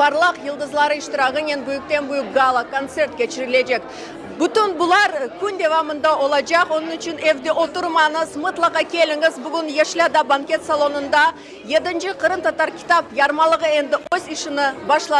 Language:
Crimean Tatar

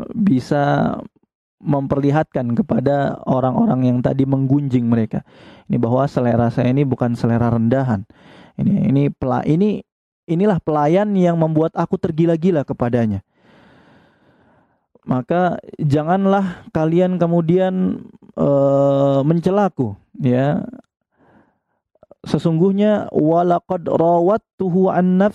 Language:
Indonesian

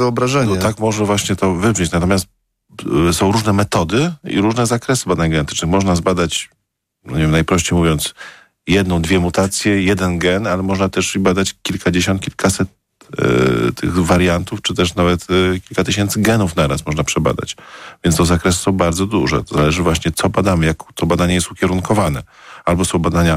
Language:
Polish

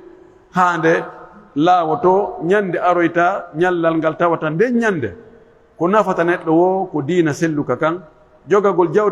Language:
Pular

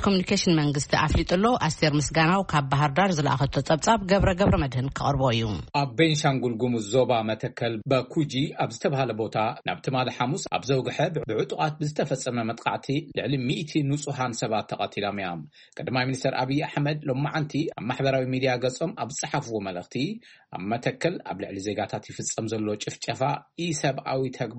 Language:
Tigrinya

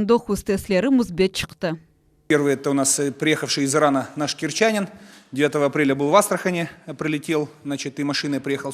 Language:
Crimean Tatar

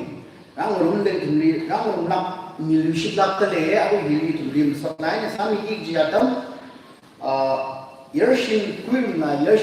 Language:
Tangkhul Naga (India)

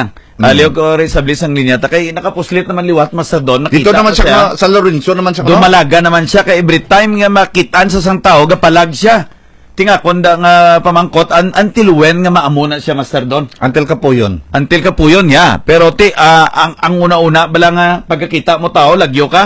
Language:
Hiligaynon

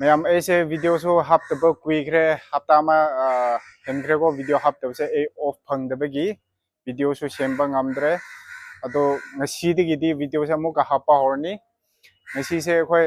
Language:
Manipuri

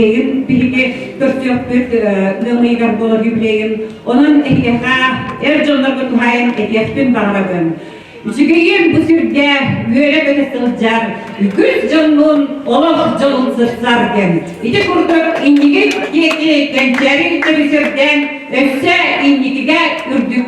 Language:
Yakut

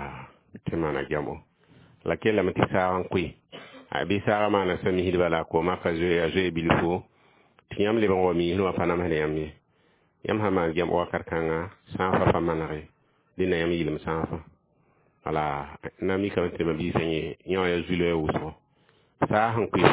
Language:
Mossi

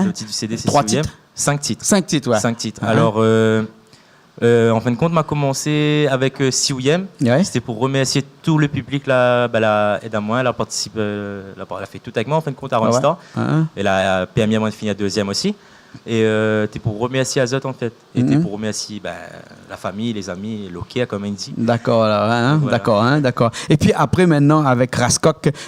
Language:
Réunion Creole French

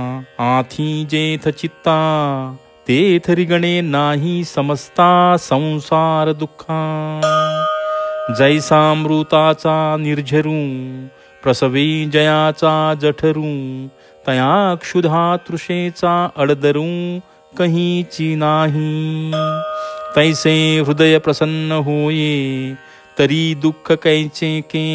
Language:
Marathi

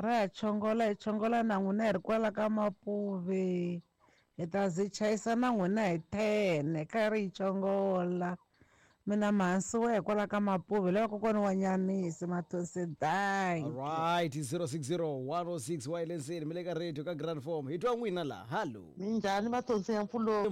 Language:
Tsonga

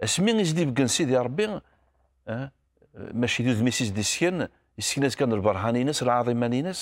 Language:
Kabyle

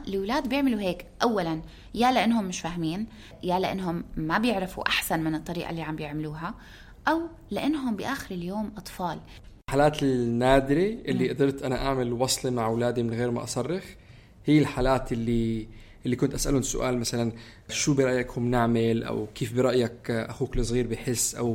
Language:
North Levantine Arabic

